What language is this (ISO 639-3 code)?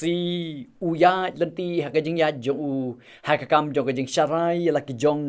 kha